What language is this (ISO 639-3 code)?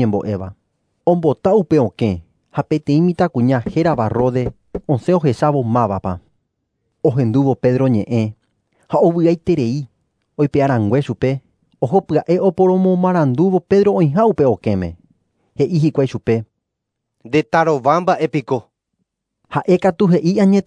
grn